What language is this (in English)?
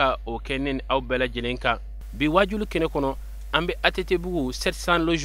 Bambara